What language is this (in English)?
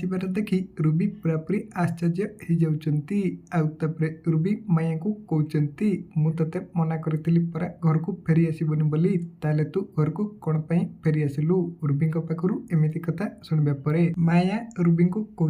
Odia